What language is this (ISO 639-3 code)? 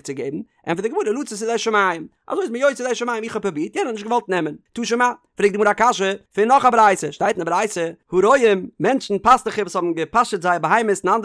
yid